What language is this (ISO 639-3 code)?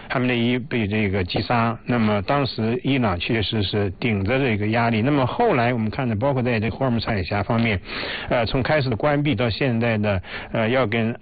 zho